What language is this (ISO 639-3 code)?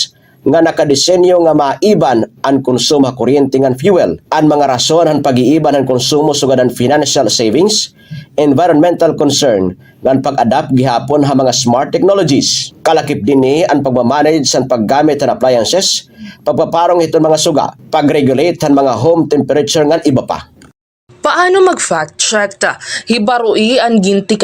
war